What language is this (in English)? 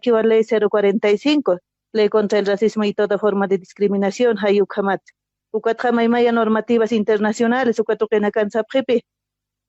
Aymara